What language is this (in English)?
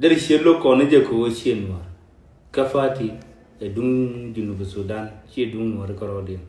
Nuer